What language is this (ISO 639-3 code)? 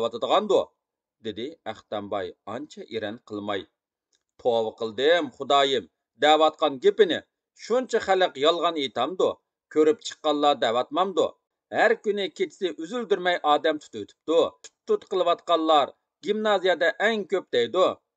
uig